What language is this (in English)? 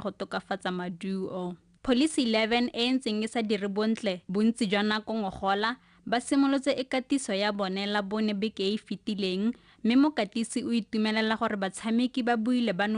Tswana